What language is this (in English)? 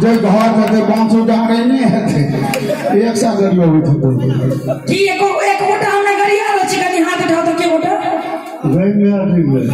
Maithili